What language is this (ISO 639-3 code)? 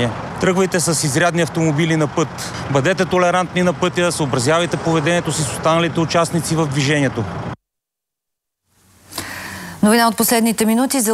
bul